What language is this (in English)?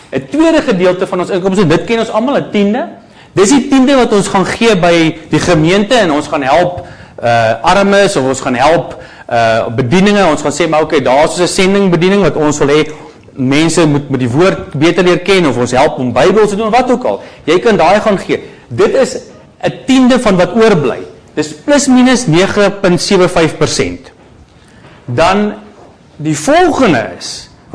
Afrikaans